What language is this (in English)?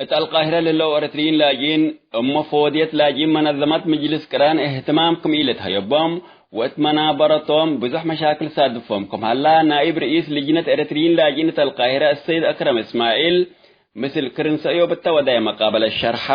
Tigre